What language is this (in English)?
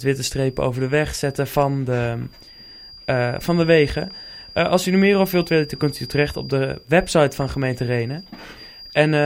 Dutch